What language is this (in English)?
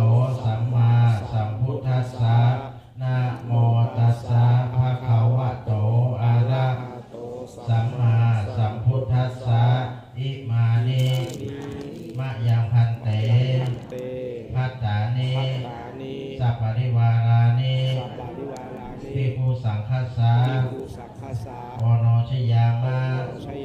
Pali